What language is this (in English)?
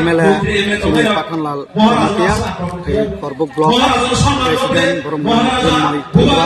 Kok Borok